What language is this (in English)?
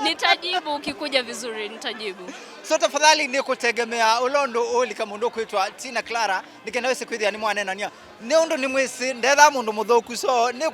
Kamba